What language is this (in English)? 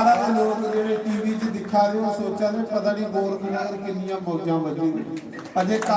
Dogri